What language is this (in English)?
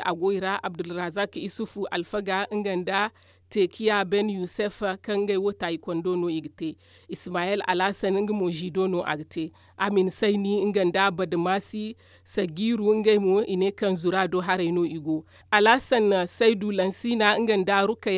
Zarma